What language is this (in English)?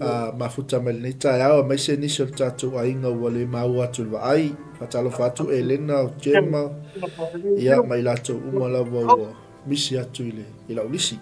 Samoan